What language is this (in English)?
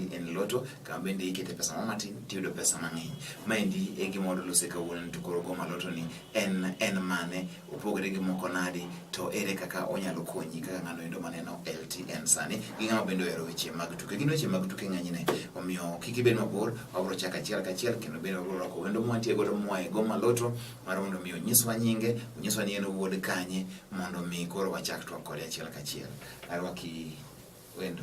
Luo (Kenya and Tanzania)